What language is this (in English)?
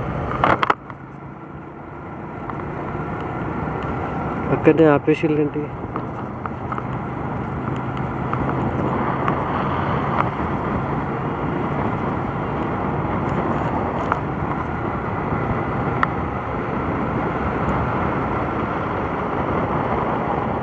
Telugu